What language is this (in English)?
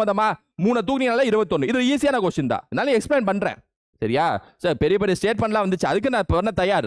Tamil